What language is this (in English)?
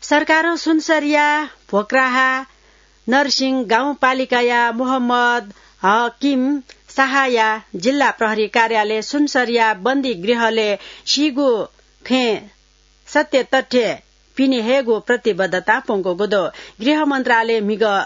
Newari